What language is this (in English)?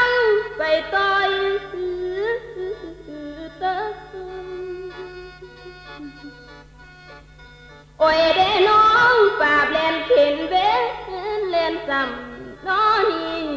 Northeastern Thai